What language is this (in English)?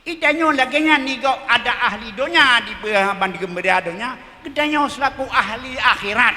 Achinese